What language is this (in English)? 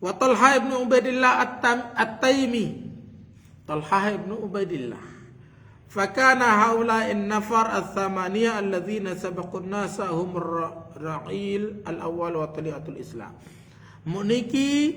Sasak